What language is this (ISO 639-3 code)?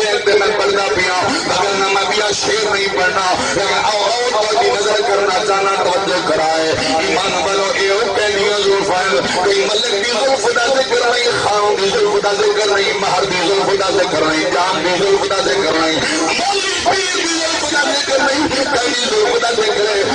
skr